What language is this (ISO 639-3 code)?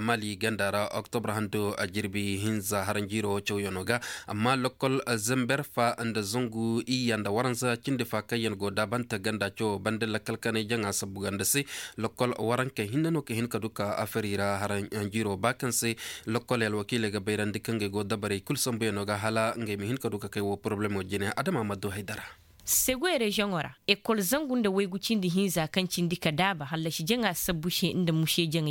ses